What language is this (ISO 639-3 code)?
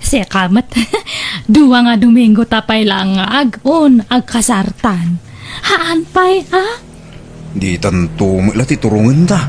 ilo